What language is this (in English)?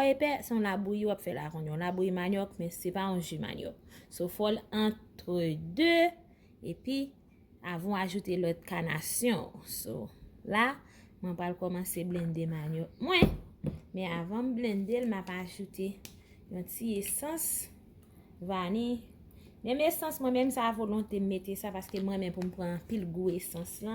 Haitian Creole